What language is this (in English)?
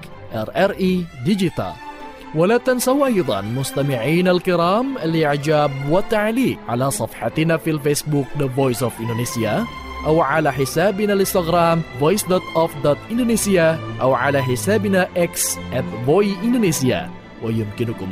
Arabic